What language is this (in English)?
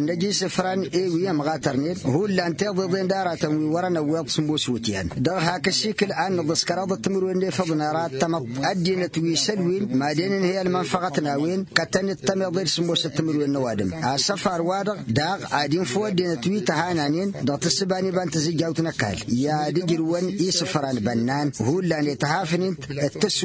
Tamasheq